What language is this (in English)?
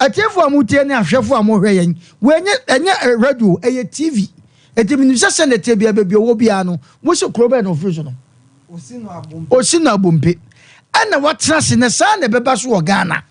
Akan